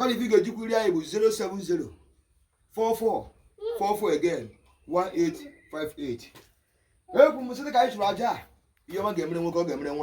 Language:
Igbo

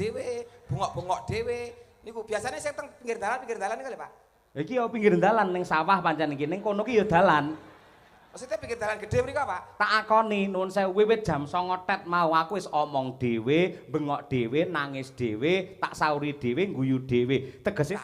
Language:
Javanese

